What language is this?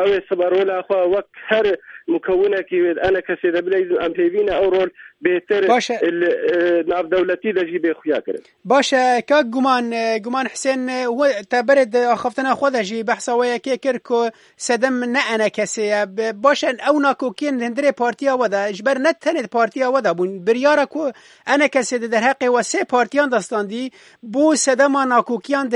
Kurdish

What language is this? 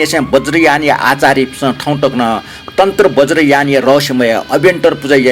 Newari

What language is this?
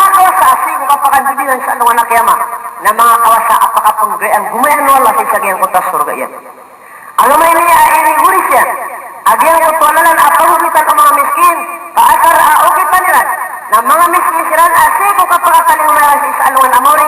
Maranao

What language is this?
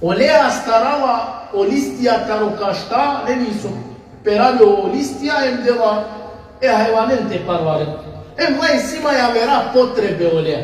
Balkan Romani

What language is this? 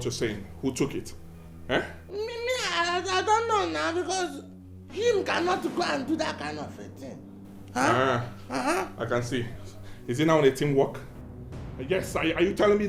Nigerian Pidgin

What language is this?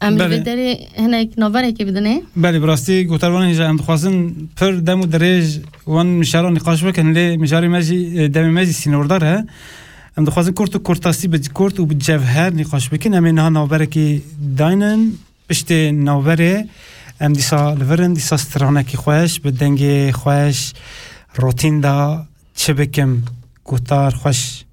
Kurdish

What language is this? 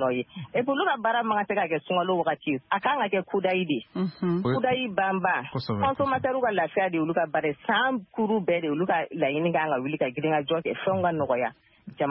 Bambara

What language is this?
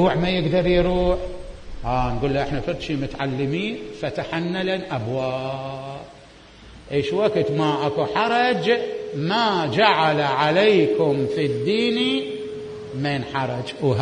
Mesopotamian Arabic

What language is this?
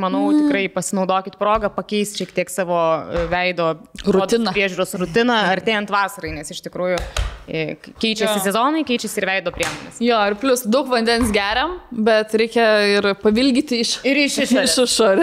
Lithuanian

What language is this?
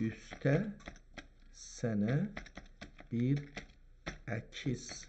South Azerbaijani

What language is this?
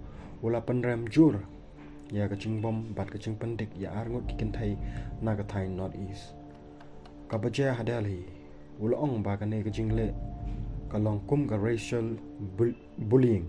Khasi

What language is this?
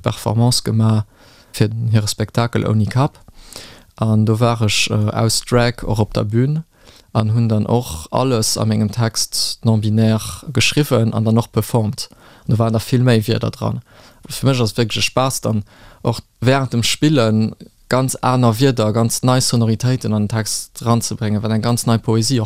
Luxembourgish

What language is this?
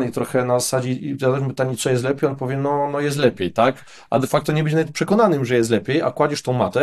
Polish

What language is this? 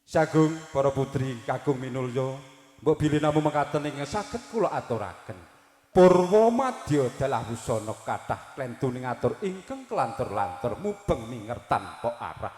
Javanese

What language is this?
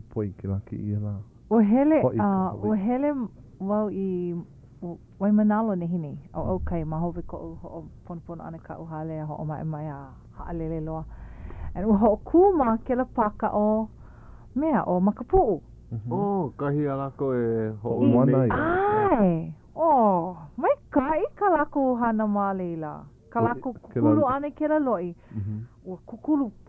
Hawaiian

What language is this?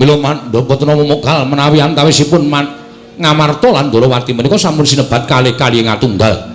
Javanese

